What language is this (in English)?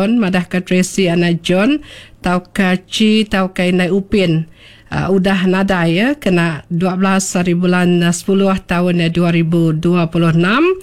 Iban